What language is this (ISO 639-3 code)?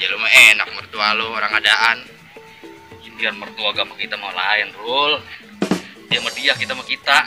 bew